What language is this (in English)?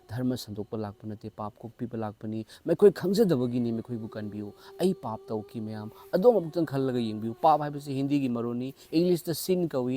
Manipuri